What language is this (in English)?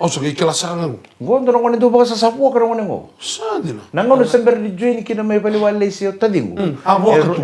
Fijian